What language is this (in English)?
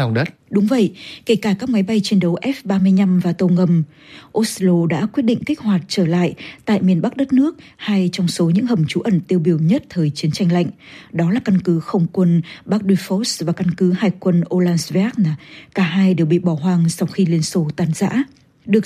Vietnamese